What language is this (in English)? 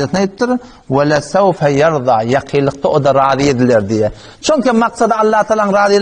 Turkmen